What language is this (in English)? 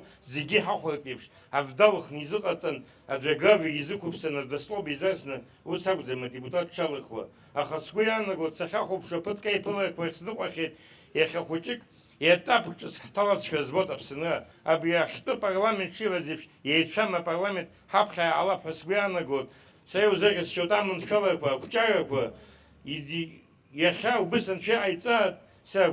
Abkhazian